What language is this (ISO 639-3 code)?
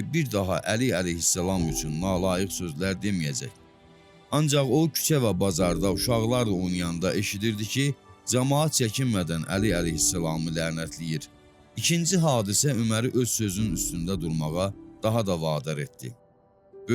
aze